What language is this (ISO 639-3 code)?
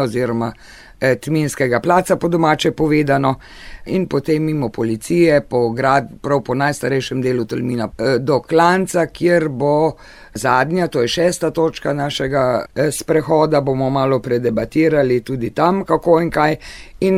slv